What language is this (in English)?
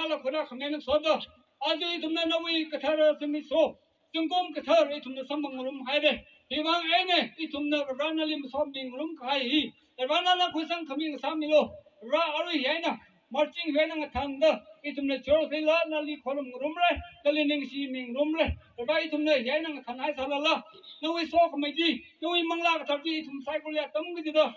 Tangkhul Naga (India)